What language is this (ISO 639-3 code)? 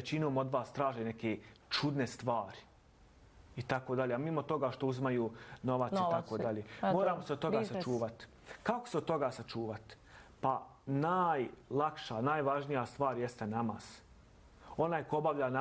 bos